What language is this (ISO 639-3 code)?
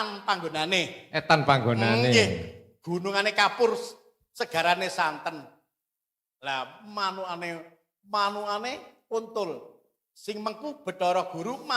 jav